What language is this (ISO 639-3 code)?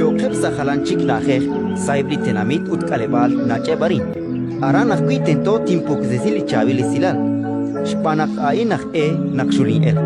kek